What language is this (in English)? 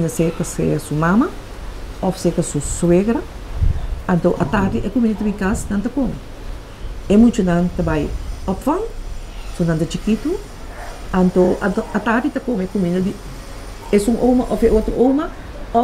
Papiamento